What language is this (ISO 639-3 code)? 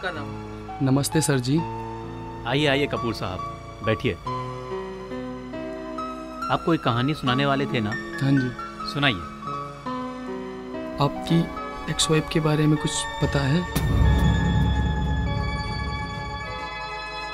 hin